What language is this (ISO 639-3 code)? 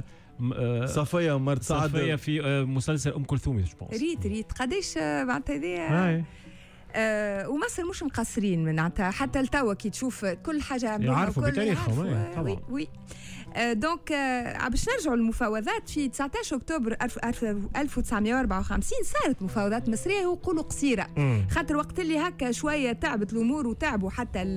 aeb